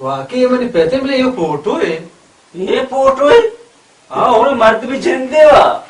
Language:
Baluchi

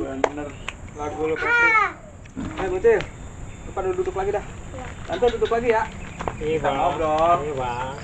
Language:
Betawi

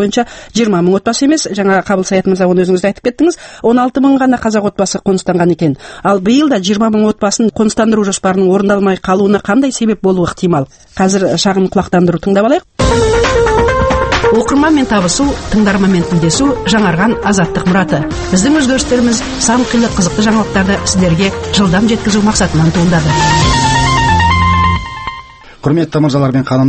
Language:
Kazakh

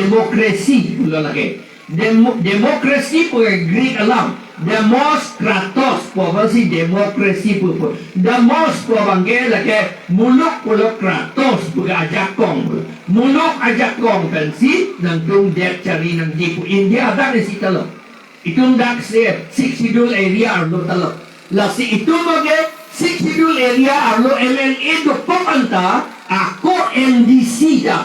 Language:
Karbi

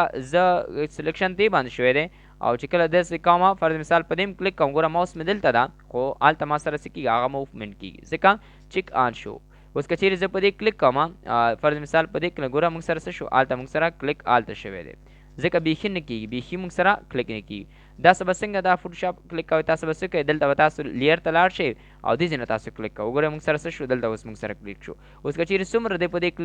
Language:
Pashto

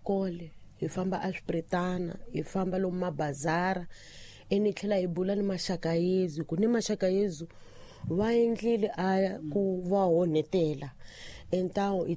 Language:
Tsonga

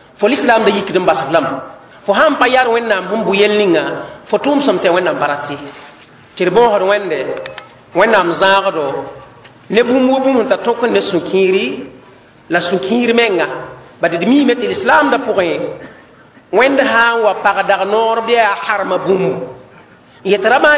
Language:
Mossi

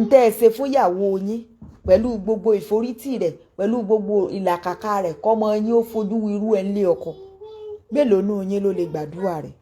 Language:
Yoruba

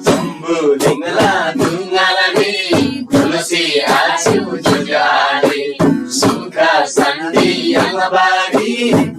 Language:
Eastern Tamang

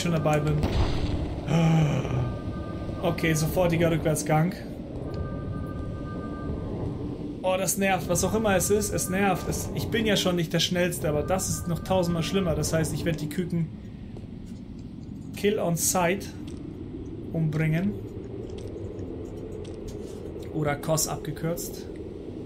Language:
German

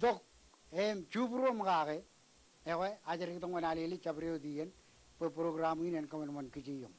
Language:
Marshallese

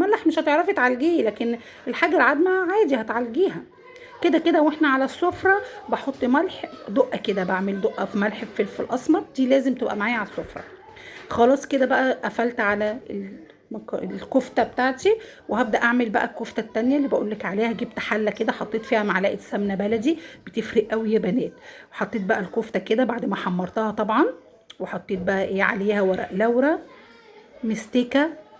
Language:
Egyptian Arabic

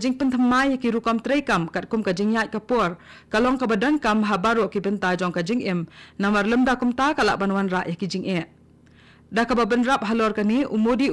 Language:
Khasi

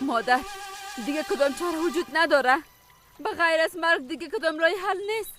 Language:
Persian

